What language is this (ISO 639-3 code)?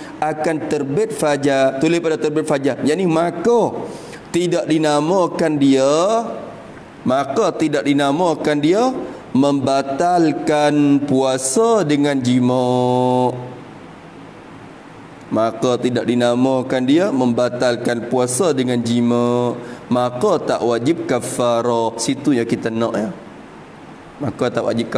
msa